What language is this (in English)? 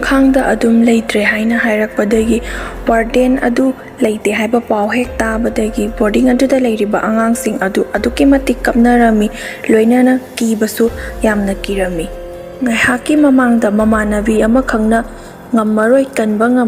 Manipuri